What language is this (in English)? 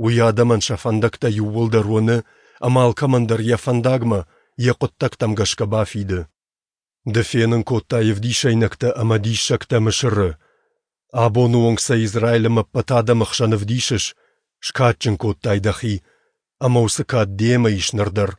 Ossetic